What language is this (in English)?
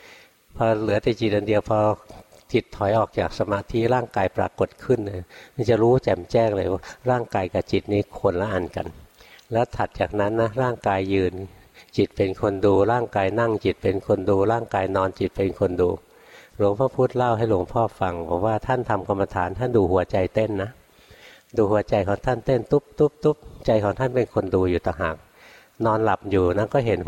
Thai